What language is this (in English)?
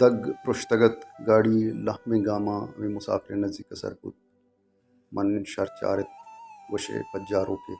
Baluchi